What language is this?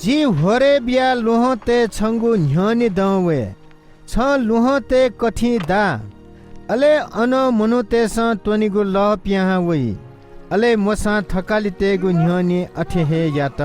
Newari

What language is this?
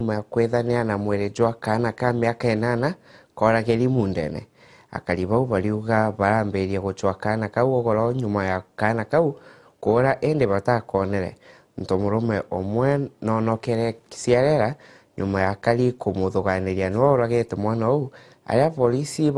Meru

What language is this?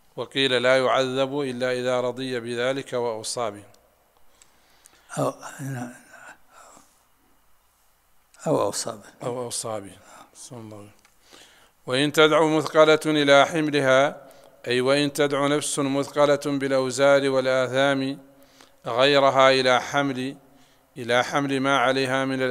Arabic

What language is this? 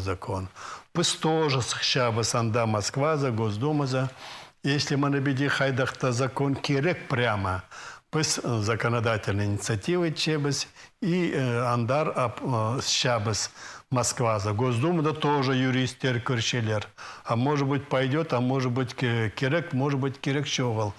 Khakas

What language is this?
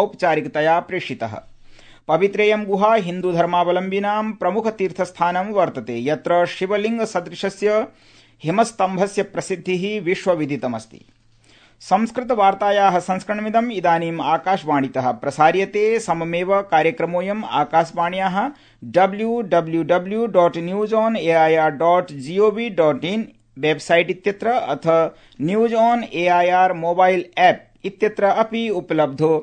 Sanskrit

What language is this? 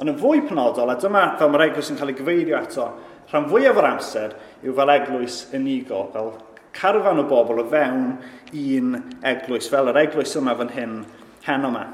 Welsh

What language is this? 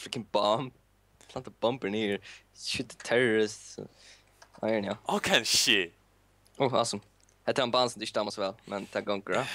Faroese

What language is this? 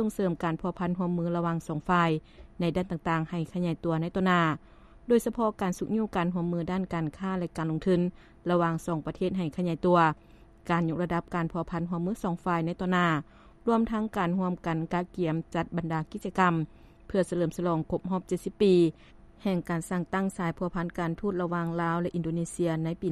Lao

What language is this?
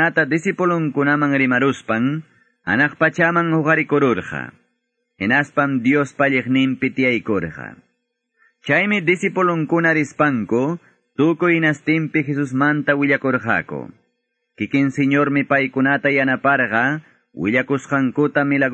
Quechua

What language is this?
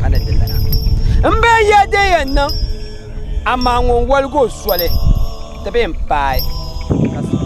Dagbani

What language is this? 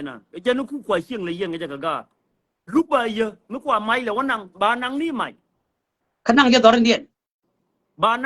Nuer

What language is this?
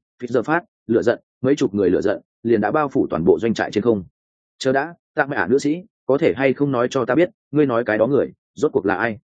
Vietnamese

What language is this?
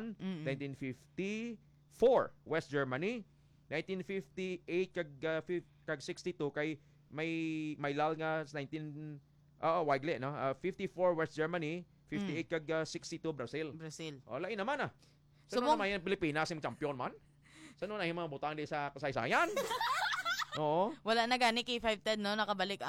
Hiligaynon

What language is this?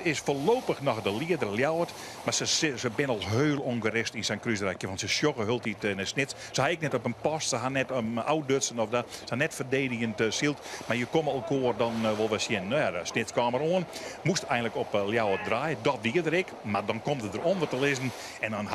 Western Frisian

